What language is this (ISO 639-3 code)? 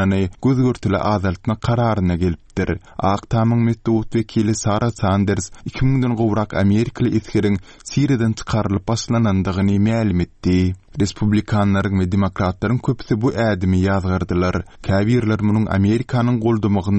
tuk